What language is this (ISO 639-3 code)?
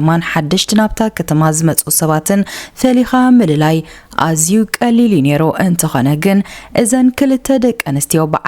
tir